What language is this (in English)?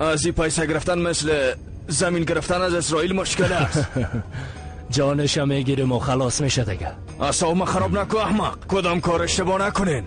Persian